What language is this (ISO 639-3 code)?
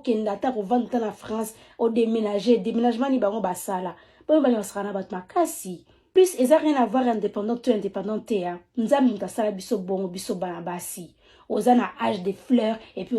lin